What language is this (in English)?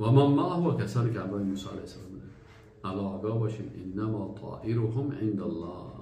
Persian